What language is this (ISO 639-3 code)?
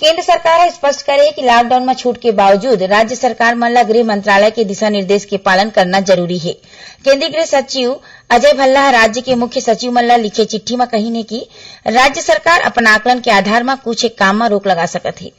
hne